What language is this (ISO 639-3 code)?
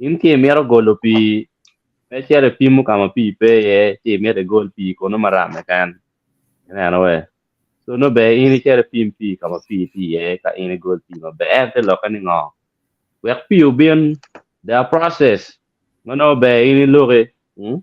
ach